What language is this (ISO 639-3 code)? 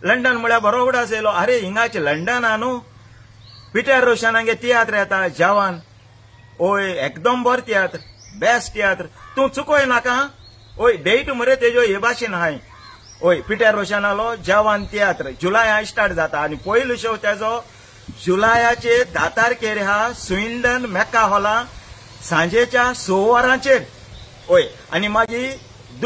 kok